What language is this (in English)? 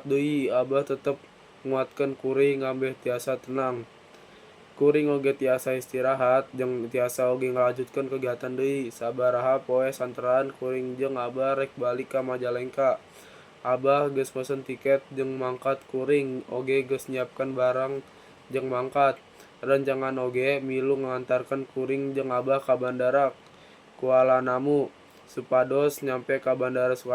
Sundanese